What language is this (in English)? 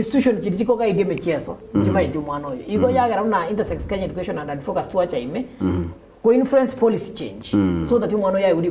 Gusii